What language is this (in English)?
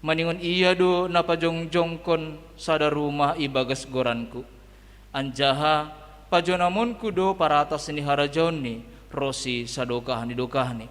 Batak Simalungun